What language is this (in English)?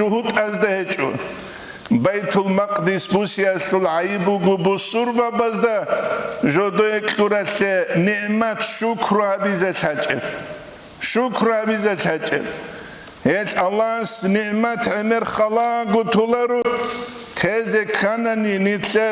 Avaric